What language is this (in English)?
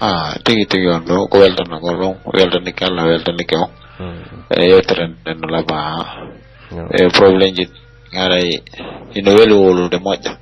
Pular